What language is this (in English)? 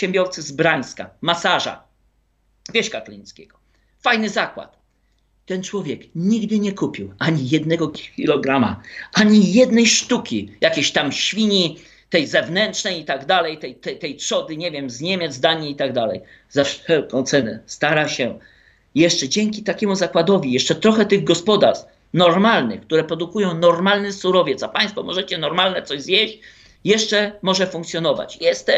Polish